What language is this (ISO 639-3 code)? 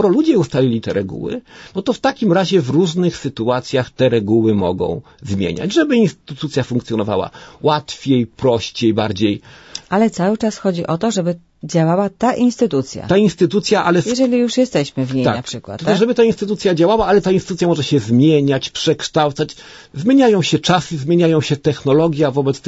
pol